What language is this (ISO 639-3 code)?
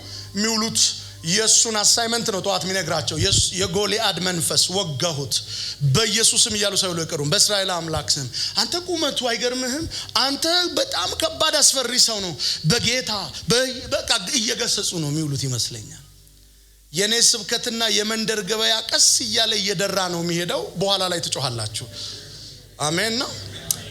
amh